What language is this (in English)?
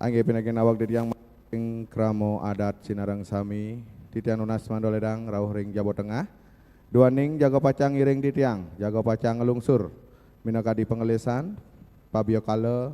Balinese